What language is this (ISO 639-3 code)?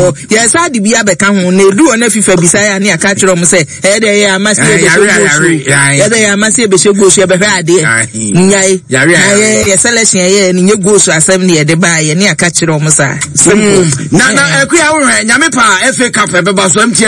aka